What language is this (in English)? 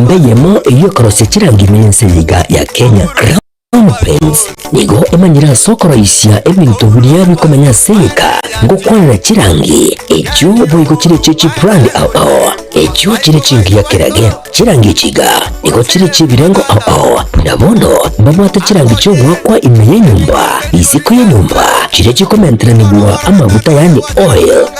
Gusii